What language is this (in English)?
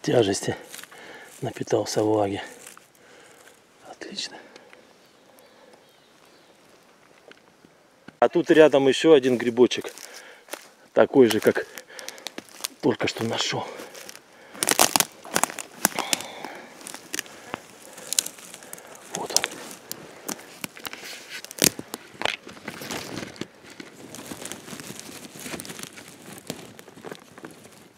Russian